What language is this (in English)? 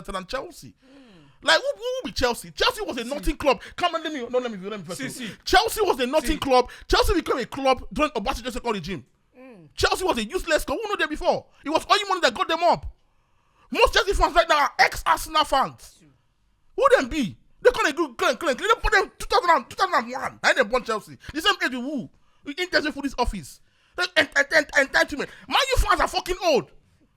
Nigerian Pidgin